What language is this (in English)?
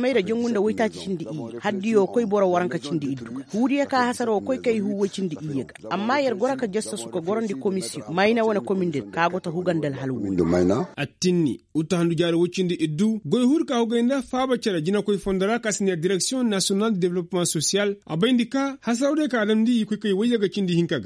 Koyraboro Senni